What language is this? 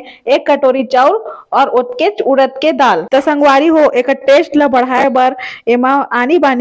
Chhattisgarhi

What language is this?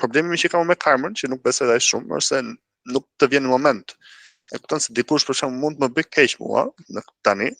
Albanian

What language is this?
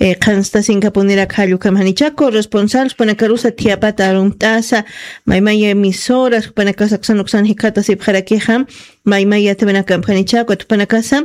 Aymara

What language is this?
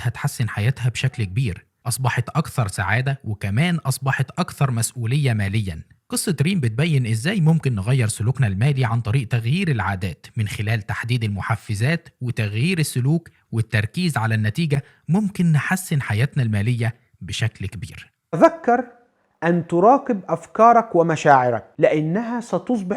Egyptian Arabic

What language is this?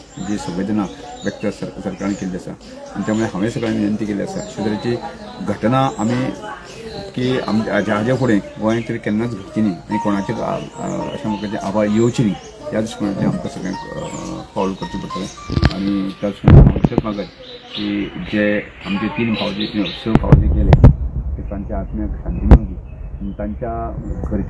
Konkani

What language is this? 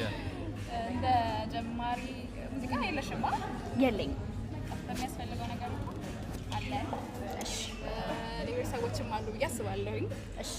Amharic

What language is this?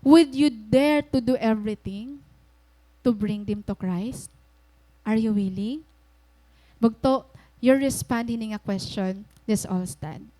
Waray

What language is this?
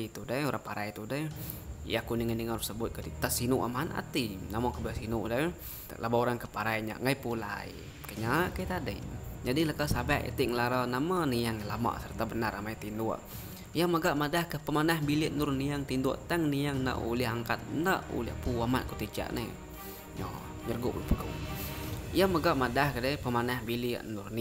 Iban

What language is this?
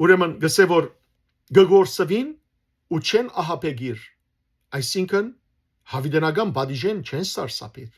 Western Armenian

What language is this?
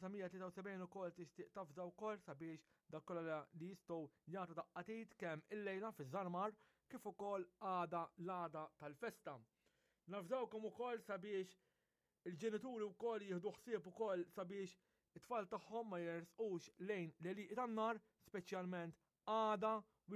Maltese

